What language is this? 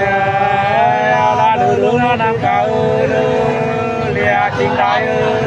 Nung (Viet Nam)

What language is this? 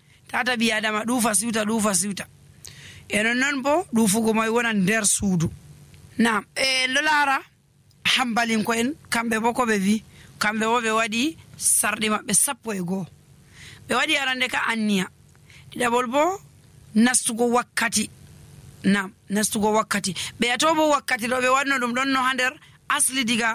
Nigerian Fulfulde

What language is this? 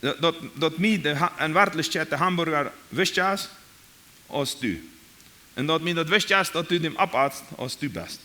Plautdietsch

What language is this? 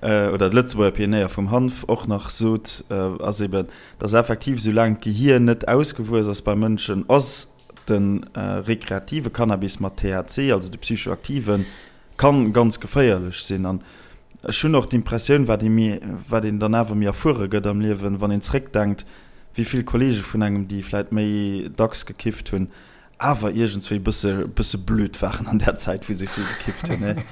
Luxembourgish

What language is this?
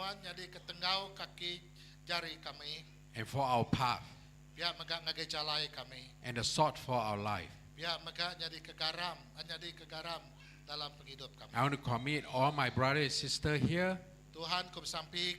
Iban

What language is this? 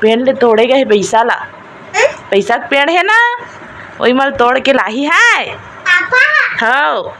Chhattisgarhi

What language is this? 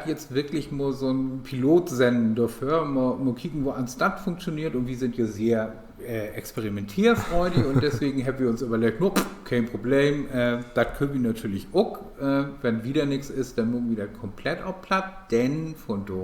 Low German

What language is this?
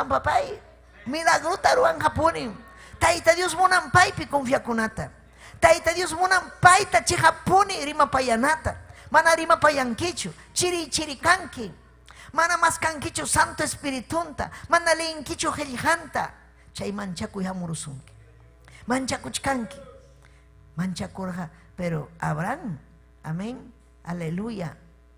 Ayacucho Quechua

